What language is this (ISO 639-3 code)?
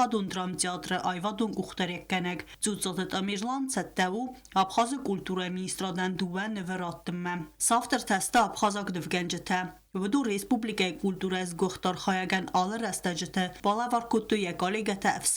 oss